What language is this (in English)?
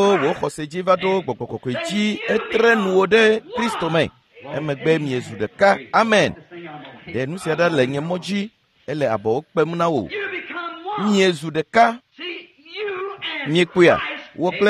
Ewe